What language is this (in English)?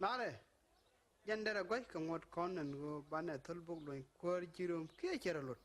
Nuer